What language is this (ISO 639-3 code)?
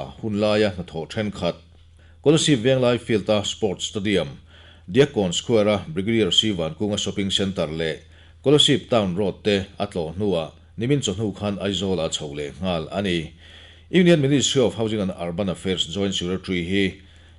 lus